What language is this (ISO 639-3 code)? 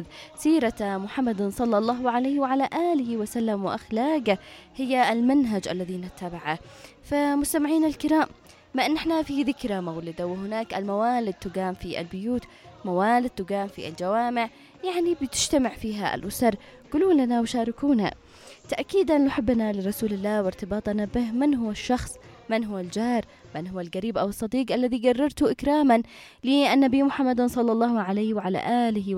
ara